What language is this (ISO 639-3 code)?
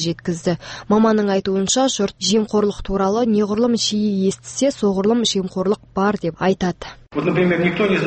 kaz